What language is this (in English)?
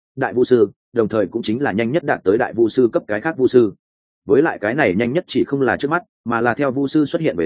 Vietnamese